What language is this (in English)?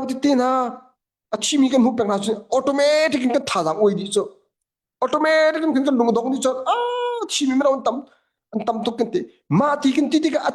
Hakha Chin